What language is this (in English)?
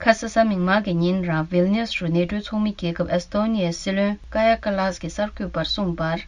Tibetan